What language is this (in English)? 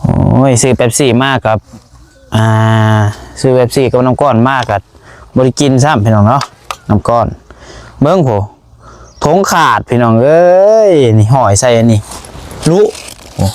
Northeastern Thai